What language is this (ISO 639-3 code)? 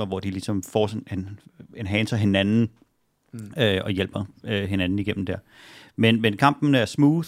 dan